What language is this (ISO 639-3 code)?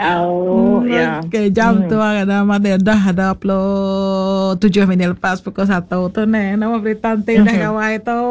iba